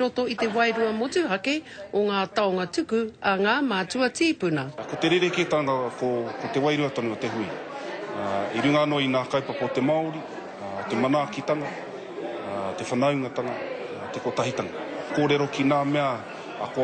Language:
Māori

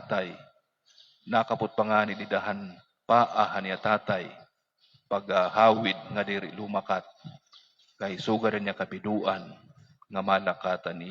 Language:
Waray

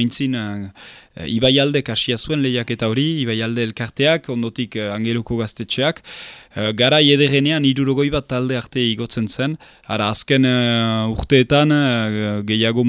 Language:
Basque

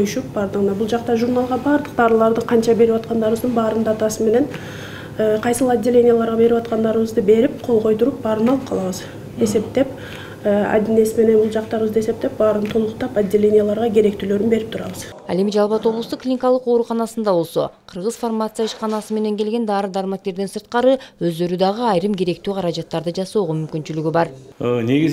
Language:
Kyrgyz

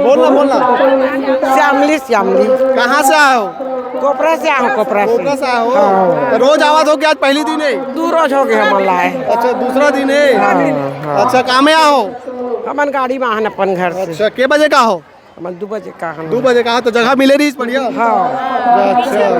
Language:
Chhattisgarhi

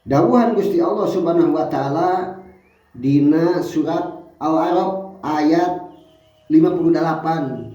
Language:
Sundanese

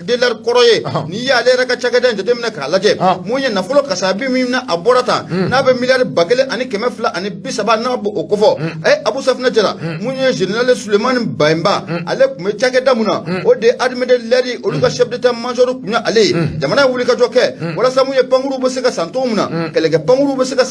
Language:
Bambara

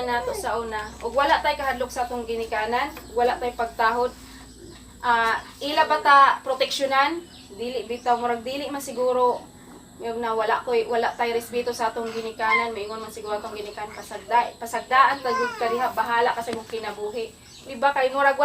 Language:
Cebuano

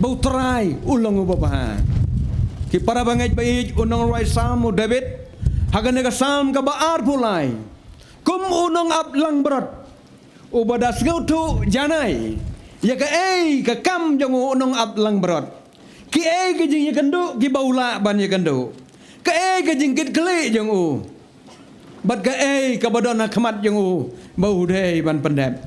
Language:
Khasi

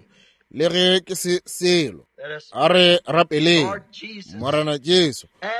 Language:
Northern Sotho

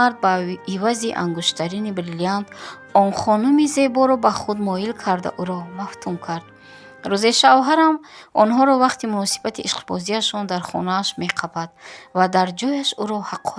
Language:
Tajik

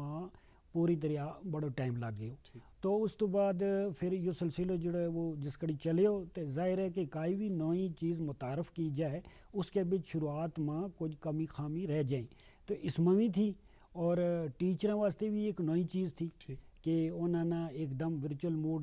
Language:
Gujari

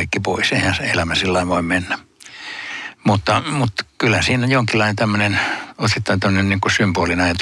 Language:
Finnish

